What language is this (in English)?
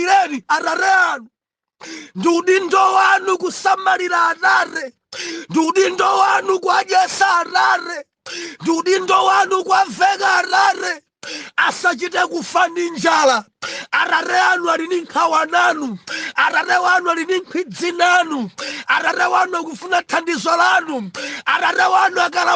Nyanja